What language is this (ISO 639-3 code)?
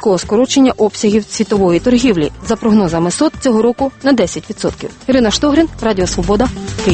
ukr